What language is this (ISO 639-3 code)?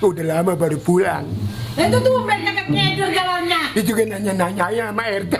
bew